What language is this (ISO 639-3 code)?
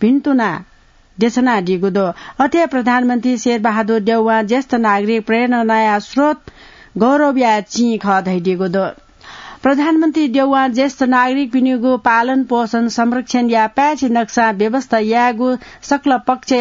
new